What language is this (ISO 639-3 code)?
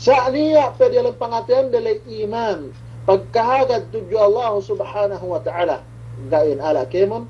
yka